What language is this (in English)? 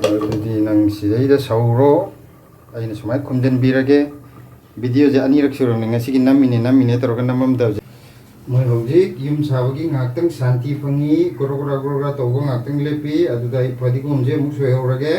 Manipuri